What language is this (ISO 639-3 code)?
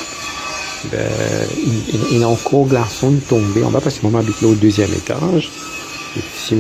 mfe